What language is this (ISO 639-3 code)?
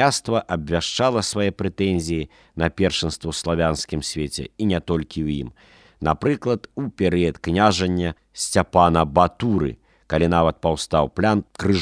bel